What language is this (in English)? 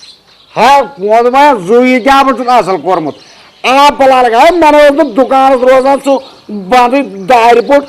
Kashmiri